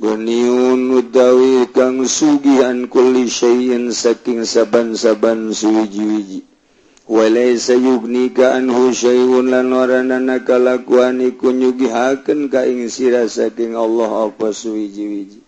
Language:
Sundanese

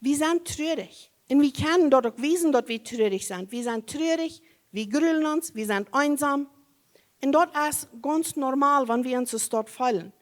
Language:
Plautdietsch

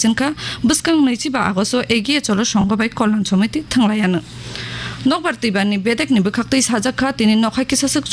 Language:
Kok Borok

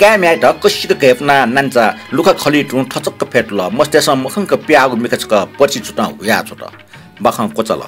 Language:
Newari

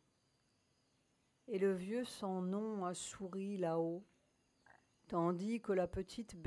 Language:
French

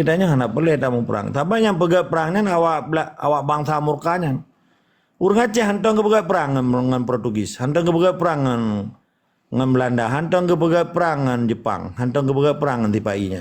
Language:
Achinese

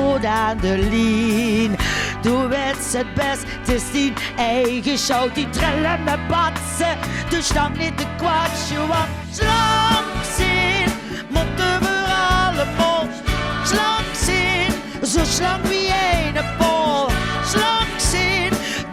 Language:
Limburgish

